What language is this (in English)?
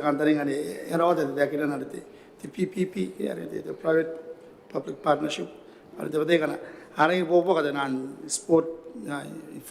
Gilbertese